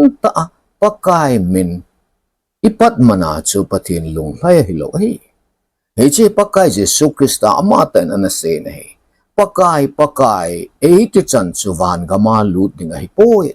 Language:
Thado Chin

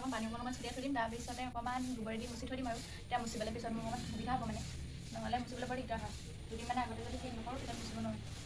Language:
Assamese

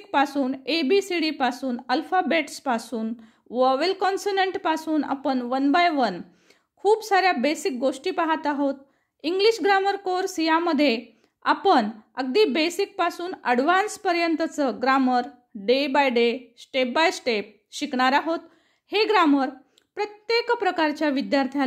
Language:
Marathi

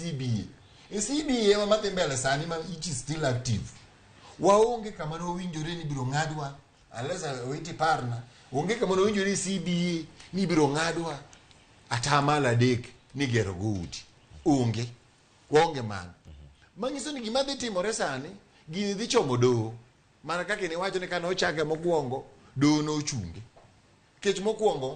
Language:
Luo (Kenya and Tanzania)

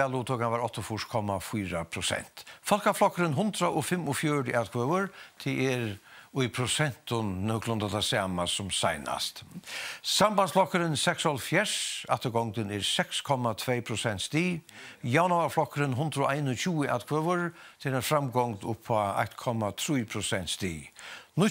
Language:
Faroese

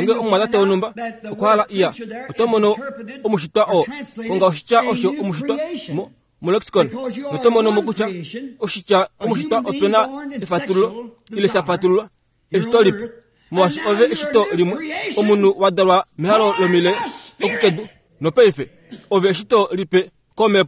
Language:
Kuanyama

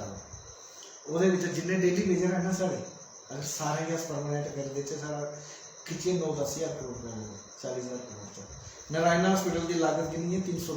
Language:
Dogri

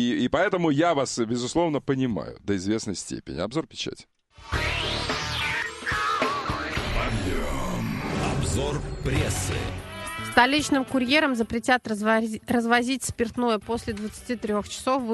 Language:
Russian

